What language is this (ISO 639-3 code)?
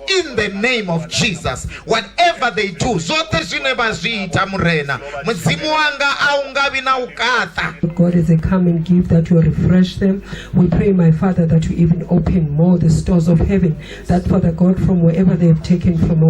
ven